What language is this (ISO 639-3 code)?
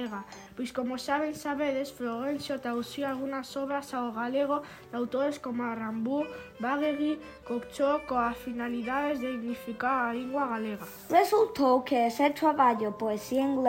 glg